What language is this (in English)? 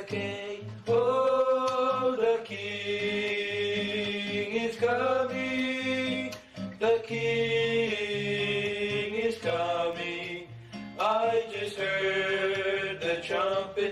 Samoan